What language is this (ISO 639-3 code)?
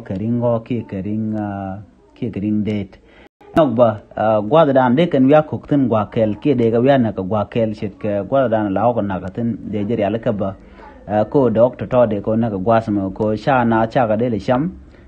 nus